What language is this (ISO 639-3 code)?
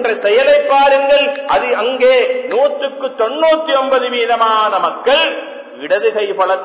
tam